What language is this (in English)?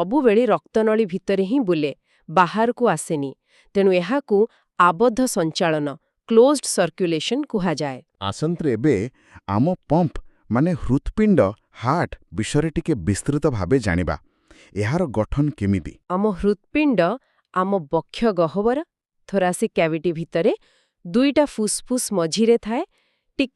Odia